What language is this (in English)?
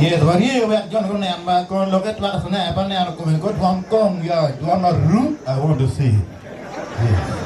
Acoli